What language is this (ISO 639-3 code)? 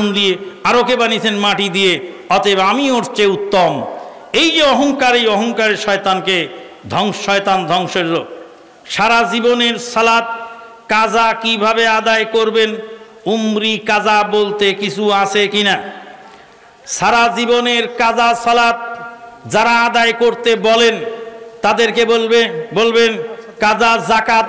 ben